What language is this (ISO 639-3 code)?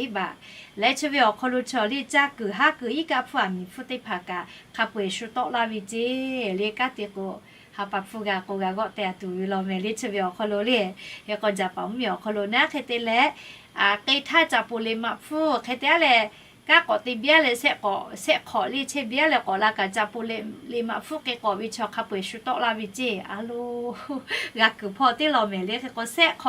lhu